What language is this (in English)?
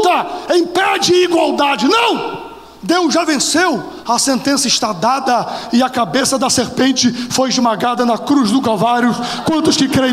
Portuguese